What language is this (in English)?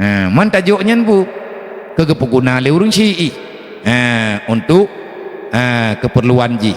Achinese